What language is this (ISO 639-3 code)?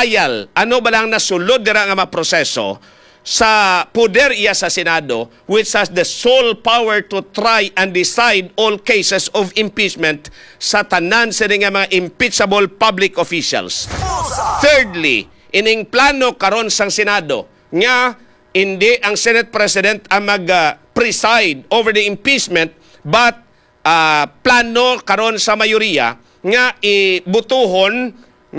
hil